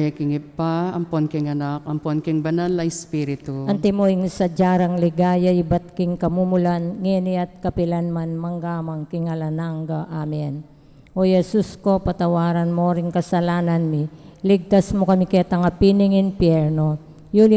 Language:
Pampanga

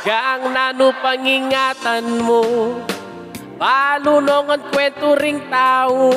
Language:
Pampanga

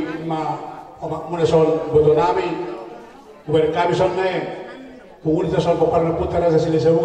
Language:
Batak Toba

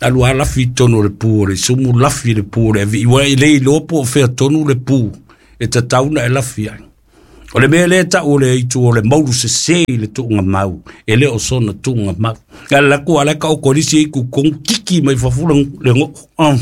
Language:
Samoan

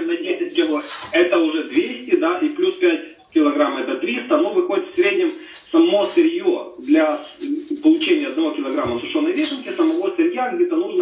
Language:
Russian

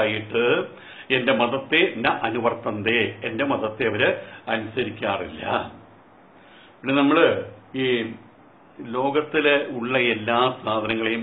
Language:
Malayalam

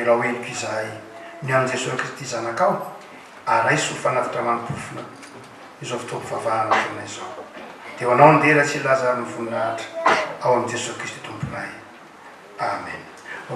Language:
Malagasy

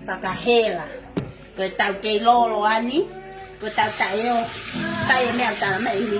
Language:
Tongan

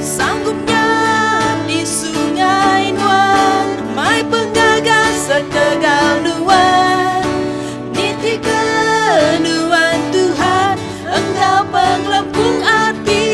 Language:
Iban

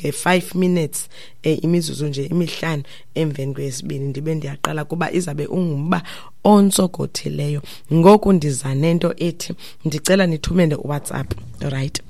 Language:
Xhosa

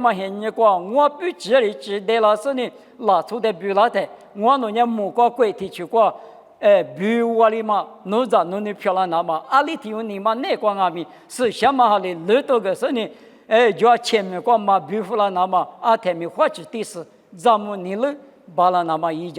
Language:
Lisu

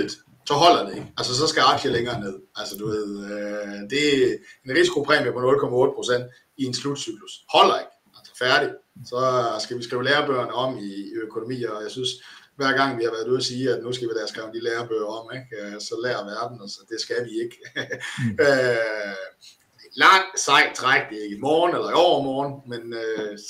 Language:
Danish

